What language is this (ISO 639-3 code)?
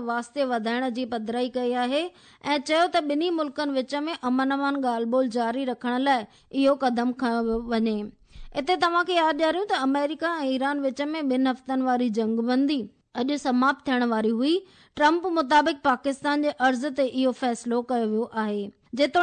snd